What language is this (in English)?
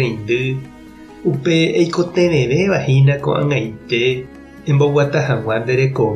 Guarani